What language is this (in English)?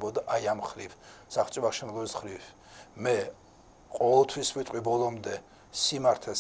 Georgian